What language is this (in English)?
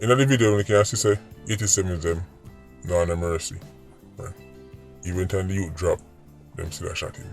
Jamaican Creole English